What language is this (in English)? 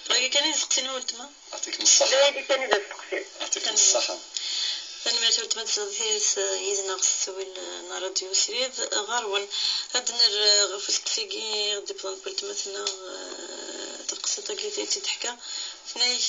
Kabyle